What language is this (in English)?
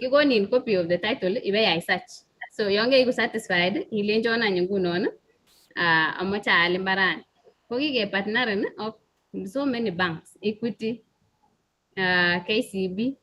Kalenjin